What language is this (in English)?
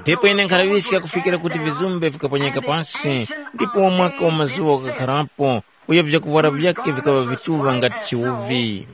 Tumbuka